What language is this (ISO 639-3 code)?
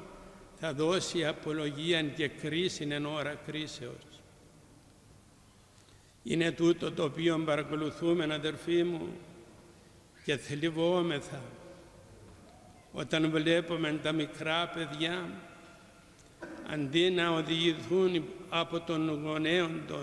ell